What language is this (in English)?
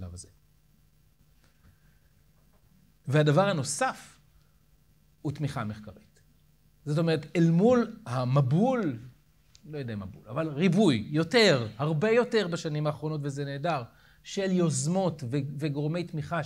Hebrew